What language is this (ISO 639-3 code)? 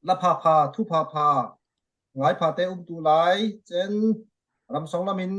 cfm